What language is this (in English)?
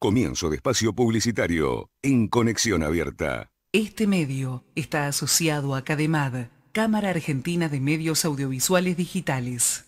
Spanish